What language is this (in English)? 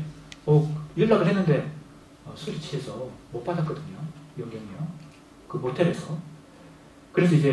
Korean